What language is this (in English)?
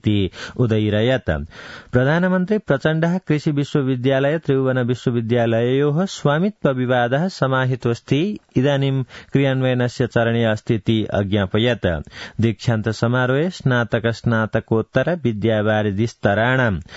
Sanskrit